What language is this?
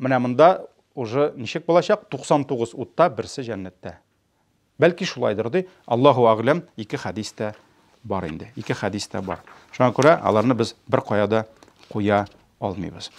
Tatar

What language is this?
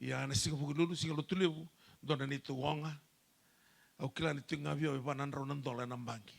Fijian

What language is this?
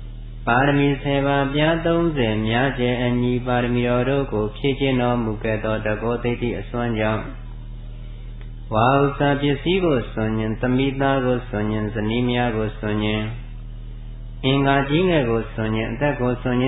Burmese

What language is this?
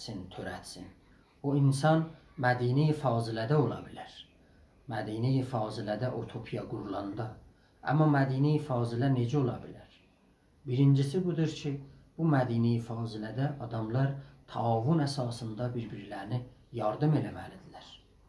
South Azerbaijani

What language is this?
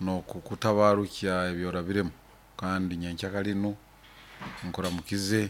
Nyoro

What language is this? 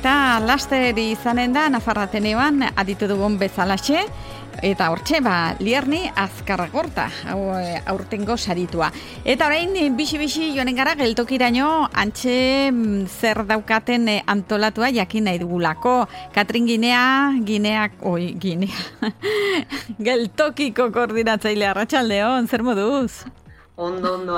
Basque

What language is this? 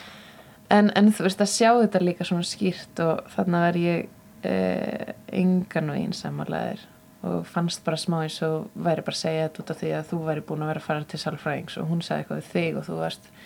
Icelandic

